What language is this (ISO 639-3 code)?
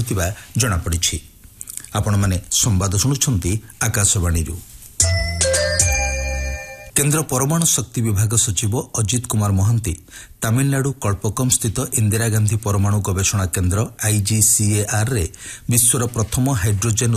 ori